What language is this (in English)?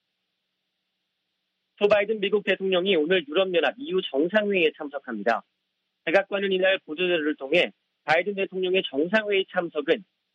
Korean